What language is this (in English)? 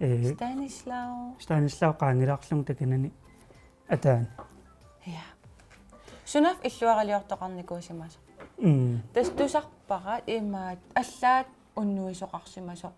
Kalaallisut